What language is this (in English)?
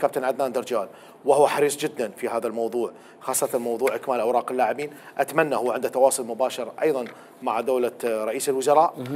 Mesopotamian Arabic